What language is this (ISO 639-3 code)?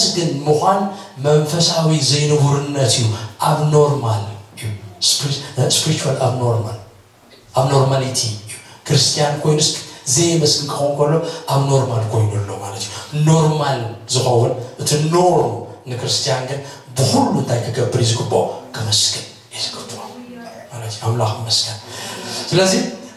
tir